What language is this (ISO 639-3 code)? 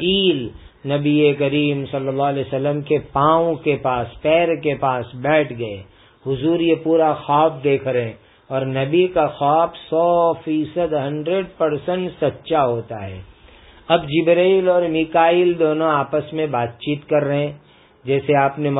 urd